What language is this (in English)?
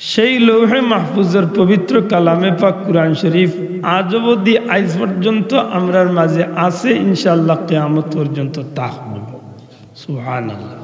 Sylheti